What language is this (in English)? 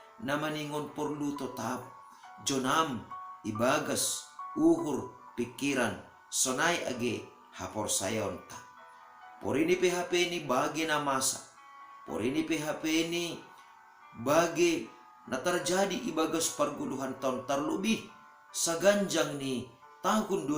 Batak Simalungun